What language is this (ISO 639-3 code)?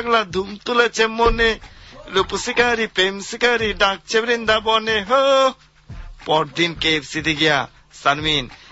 ben